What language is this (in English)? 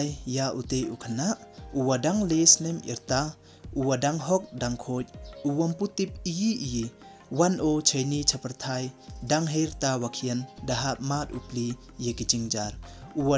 Pnar